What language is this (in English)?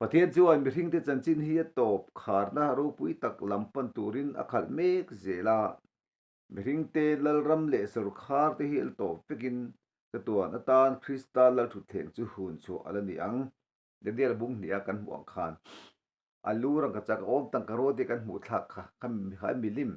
Mizo